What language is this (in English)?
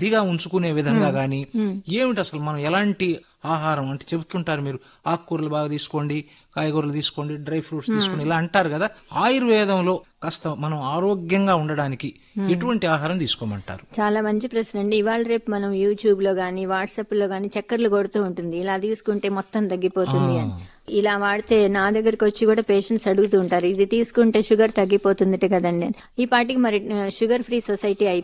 Telugu